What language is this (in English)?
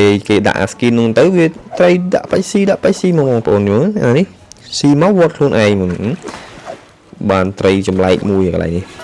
Khmer